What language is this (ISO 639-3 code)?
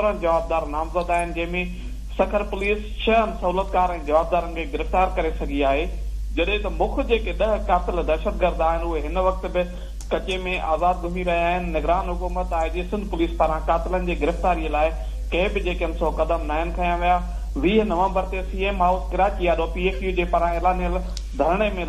snd